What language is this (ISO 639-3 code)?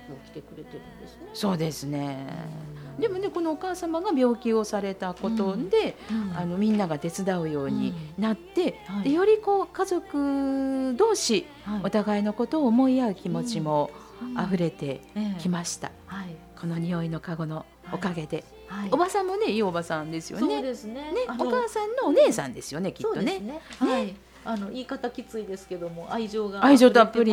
jpn